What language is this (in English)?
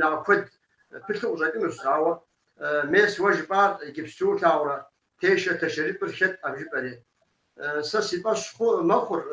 Kabardian